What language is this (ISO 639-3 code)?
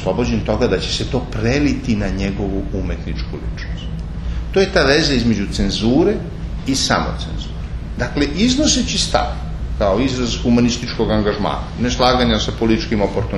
srp